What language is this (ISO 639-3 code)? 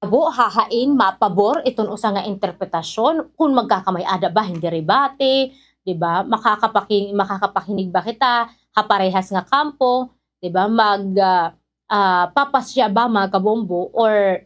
war